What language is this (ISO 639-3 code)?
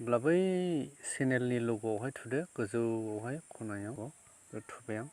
brx